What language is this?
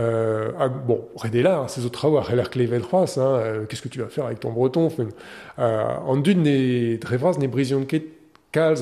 Breton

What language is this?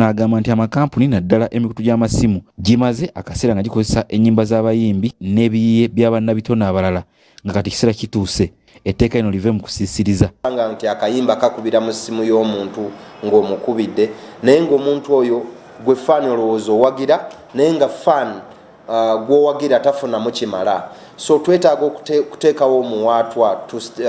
Ganda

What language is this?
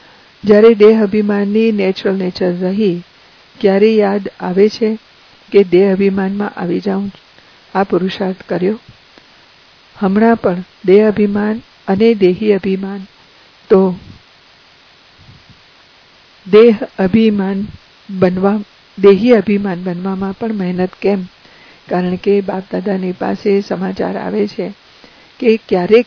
Gujarati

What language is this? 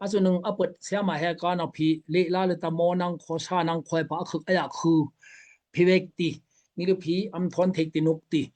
Daai Chin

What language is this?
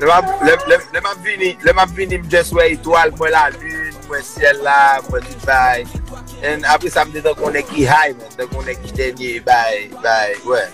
Haitian Creole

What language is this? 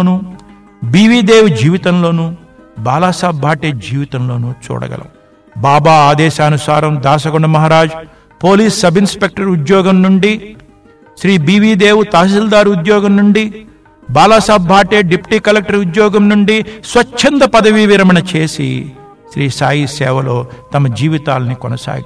Telugu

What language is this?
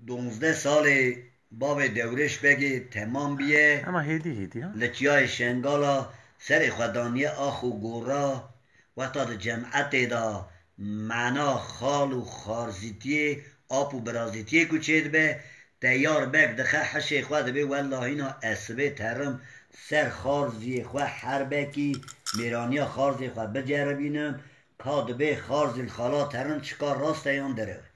Kurdish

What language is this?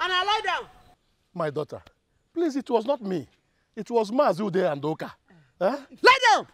Nigerian Pidgin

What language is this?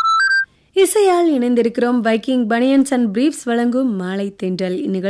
Tamil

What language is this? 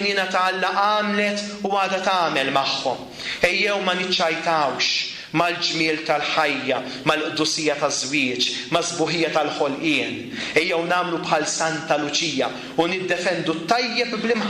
Maltese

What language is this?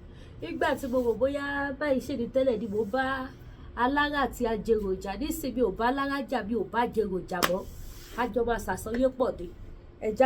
Yoruba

